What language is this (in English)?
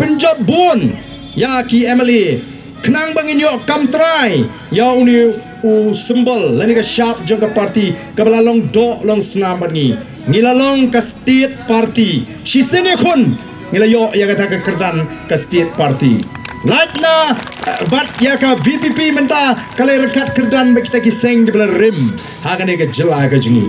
Khasi